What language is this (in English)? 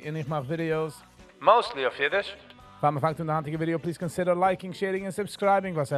Yiddish